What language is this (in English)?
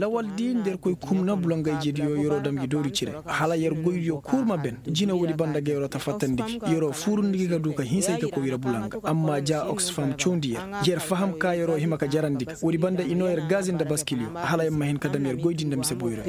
Koyraboro Senni